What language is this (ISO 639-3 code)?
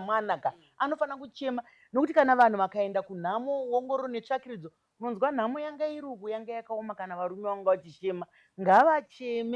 sna